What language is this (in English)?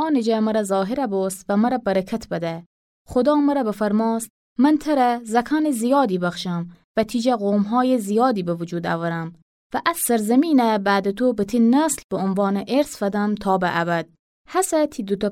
Gilaki